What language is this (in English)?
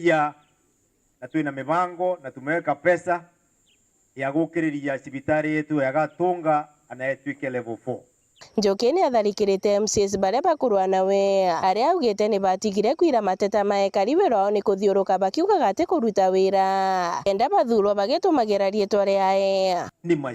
Meru